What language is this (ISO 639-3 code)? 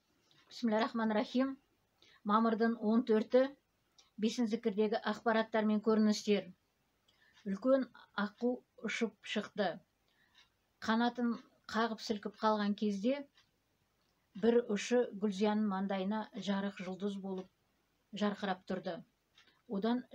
kaz